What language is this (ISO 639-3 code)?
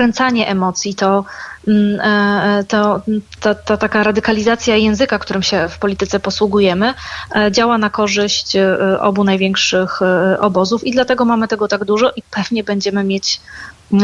pol